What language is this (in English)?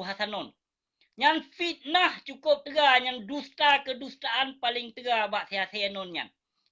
Achinese